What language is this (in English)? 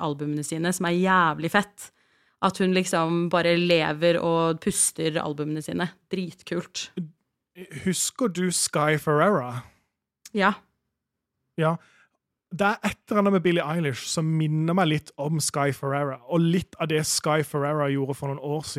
Norwegian